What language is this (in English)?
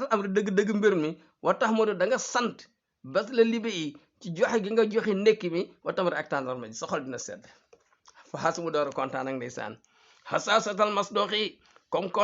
Wolof